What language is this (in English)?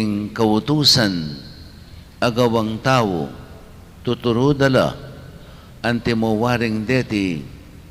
Pampanga